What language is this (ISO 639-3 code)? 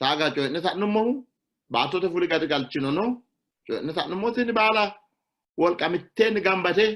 sid